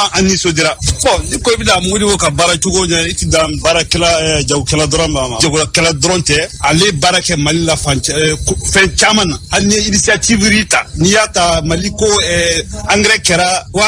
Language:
Bambara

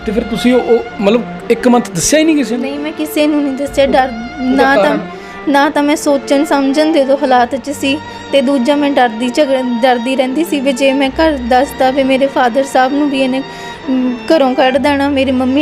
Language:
Punjabi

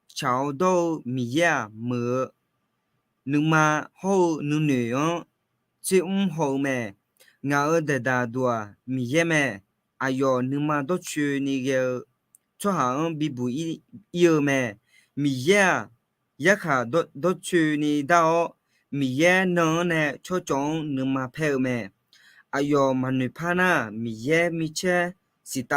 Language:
Akha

